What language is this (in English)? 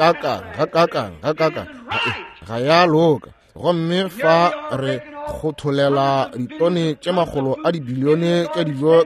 Northern Sotho